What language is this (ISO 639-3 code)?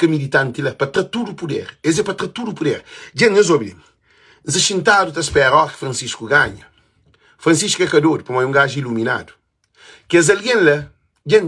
kea